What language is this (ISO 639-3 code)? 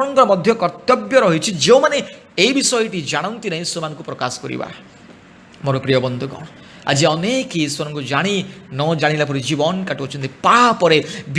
ori